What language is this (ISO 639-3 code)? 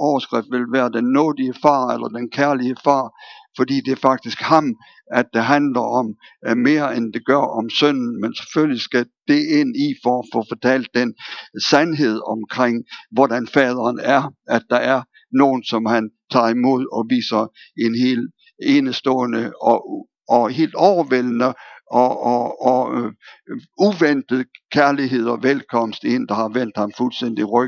dan